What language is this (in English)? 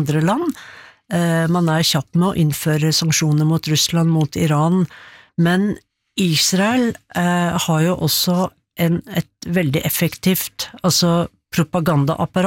Norwegian